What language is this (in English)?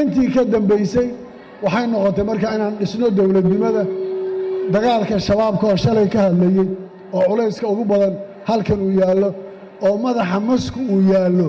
Somali